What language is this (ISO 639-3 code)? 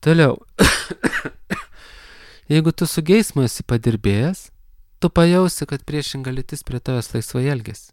lit